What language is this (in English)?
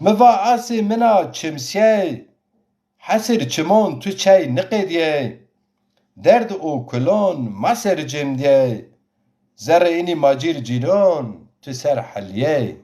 Zaza